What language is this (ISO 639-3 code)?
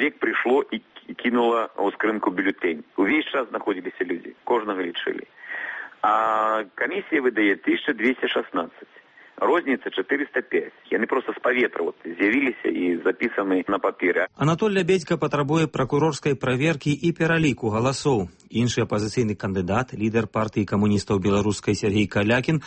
bel